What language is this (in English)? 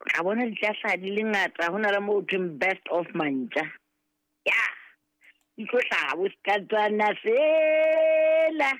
Southern Sotho